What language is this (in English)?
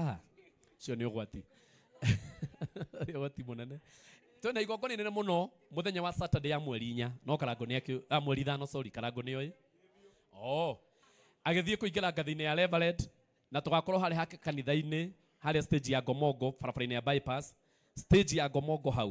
Kikuyu